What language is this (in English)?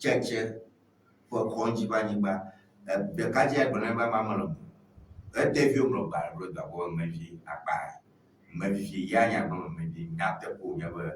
Ewe